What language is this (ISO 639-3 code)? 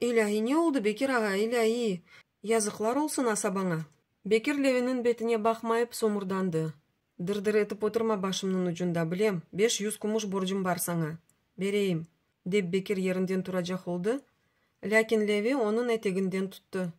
crh